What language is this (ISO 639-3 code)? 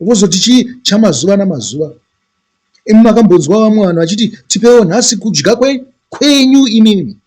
sna